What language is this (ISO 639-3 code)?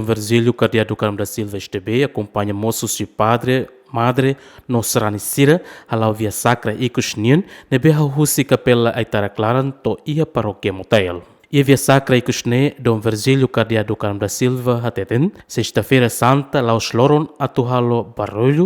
tet